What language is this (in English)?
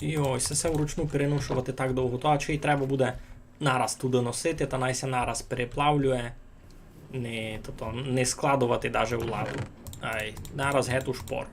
Rusyn